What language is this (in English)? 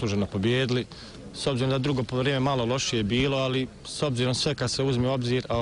Bosnian